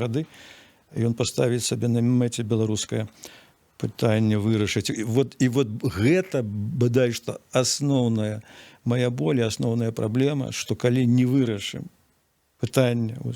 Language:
Belarusian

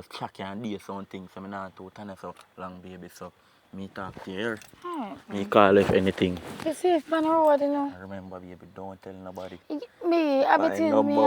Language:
Jamaican Creole English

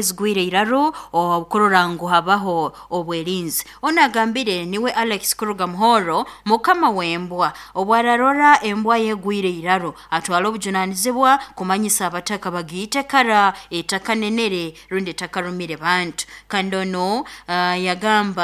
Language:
Nyoro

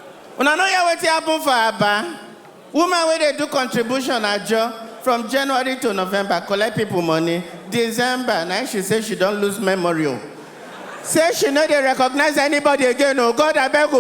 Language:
Nigerian Pidgin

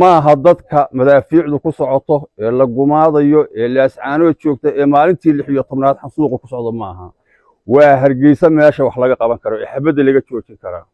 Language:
Somali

